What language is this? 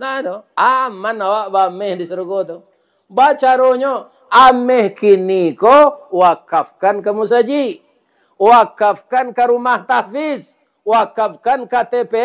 Minangkabau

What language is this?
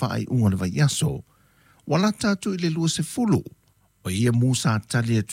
Samoan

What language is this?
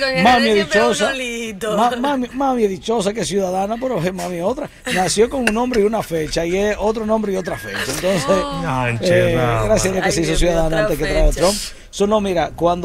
Spanish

